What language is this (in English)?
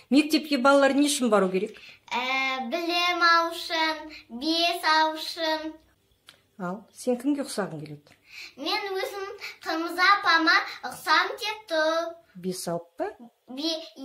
Kazakh